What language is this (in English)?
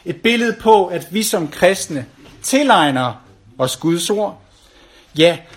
Danish